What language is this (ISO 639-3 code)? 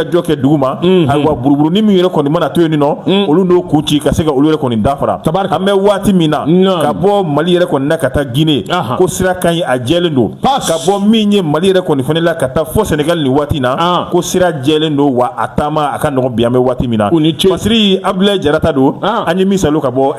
bam